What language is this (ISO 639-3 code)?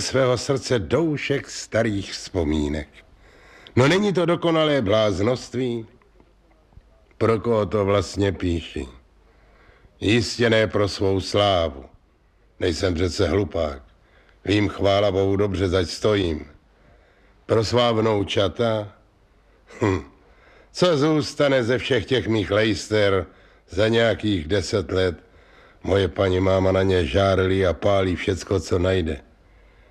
ces